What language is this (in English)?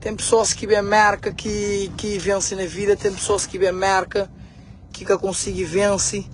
Kabuverdianu